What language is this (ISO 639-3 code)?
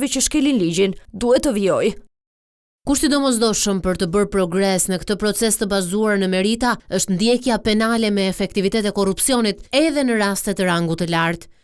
sqi